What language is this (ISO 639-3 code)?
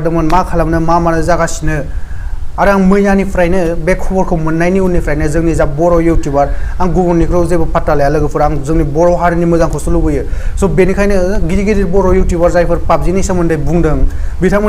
brx